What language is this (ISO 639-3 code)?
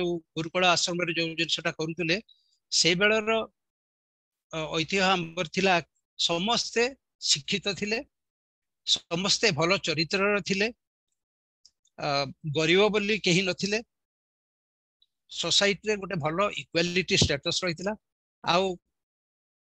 ori